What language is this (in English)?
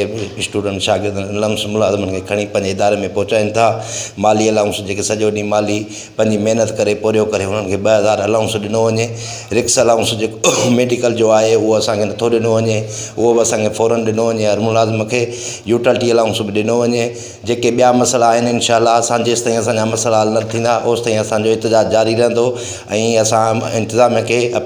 Sindhi